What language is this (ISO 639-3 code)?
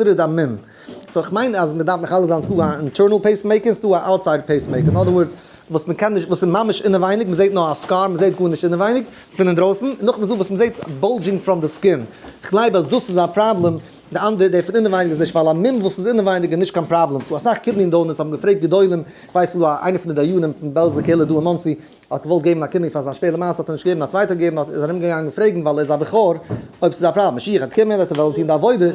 yid